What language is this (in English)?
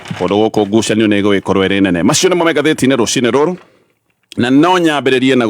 Kikuyu